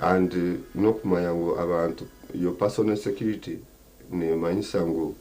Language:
Nyankole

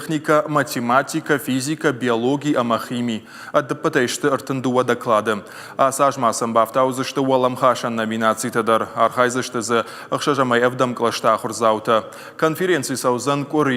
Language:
Ossetic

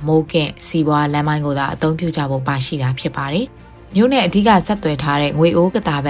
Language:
Burmese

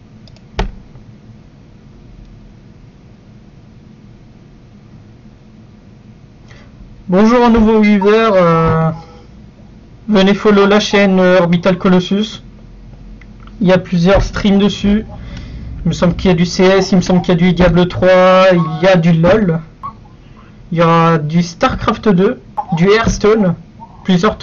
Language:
French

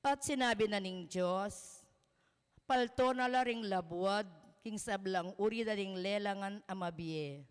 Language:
Pampanga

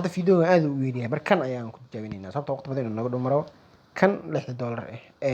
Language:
Somali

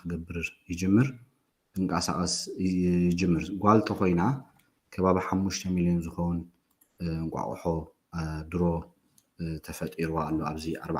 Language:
Tigrinya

